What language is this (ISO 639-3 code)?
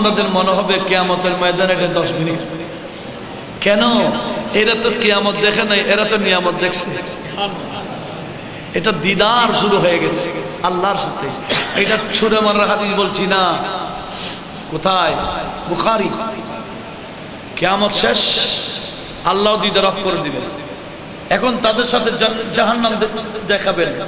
ben